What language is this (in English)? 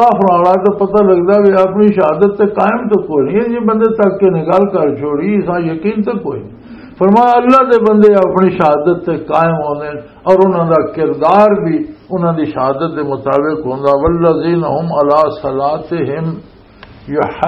Western Panjabi